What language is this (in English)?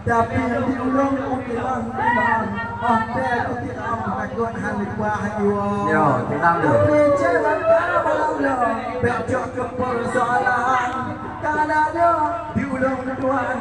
Achinese